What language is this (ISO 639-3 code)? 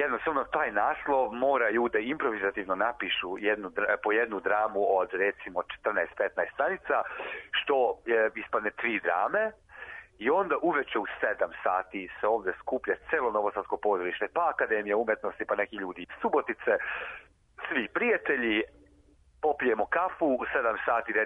srp